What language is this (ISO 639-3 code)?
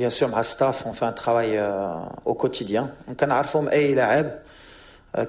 ary